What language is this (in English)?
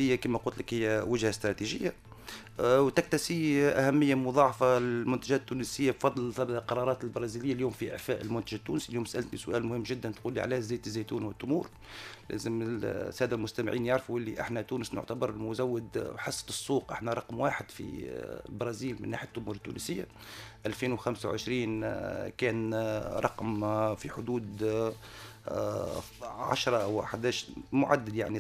Tunisian Arabic